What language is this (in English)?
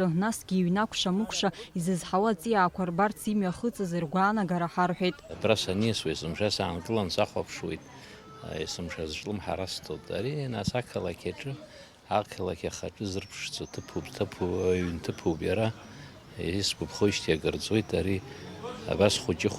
Abkhazian